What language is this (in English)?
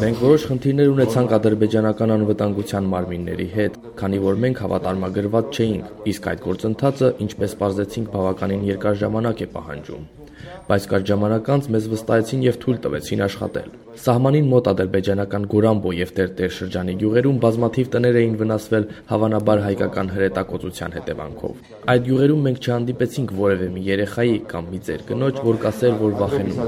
Armenian